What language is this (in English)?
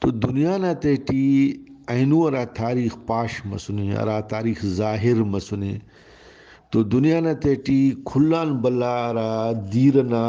Brahui